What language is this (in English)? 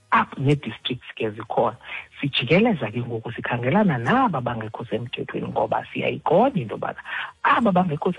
Xhosa